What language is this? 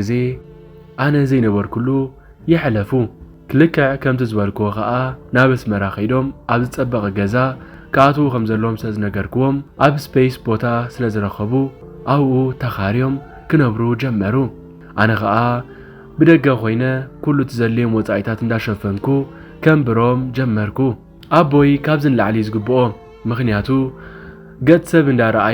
Tigrinya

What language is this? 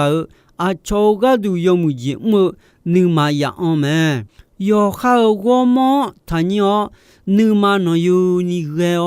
Akha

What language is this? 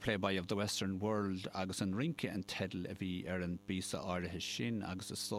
Irish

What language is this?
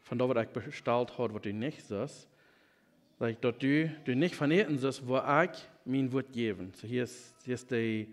Plautdietsch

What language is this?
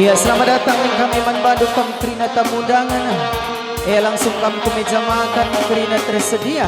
Batak Karo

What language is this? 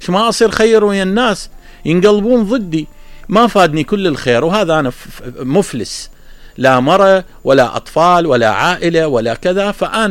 Mesopotamian Arabic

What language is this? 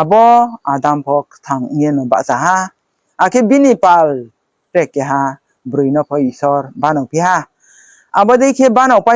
Riang (India)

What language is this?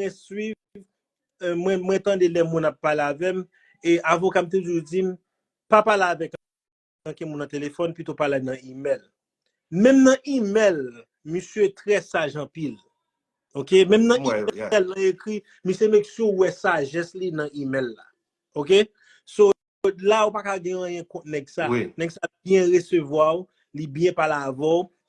Haitian Creole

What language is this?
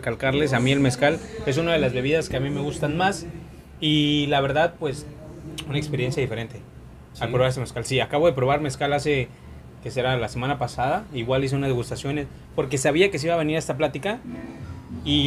Spanish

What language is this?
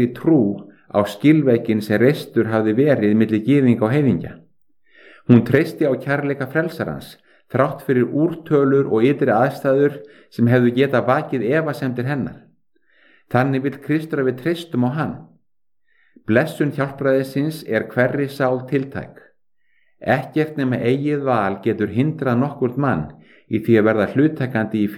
Icelandic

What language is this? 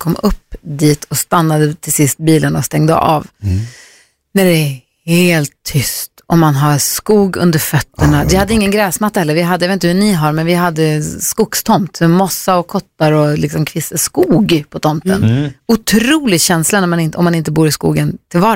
Swedish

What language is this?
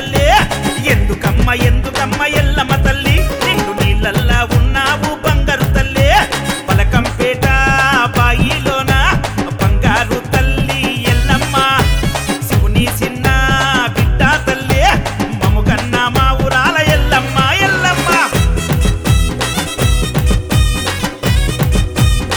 Telugu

